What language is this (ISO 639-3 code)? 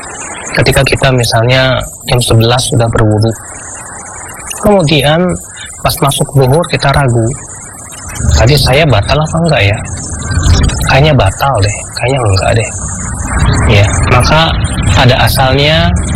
ind